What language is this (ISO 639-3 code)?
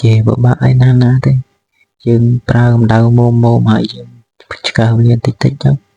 khm